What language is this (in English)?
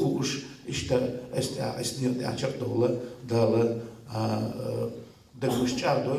Chechen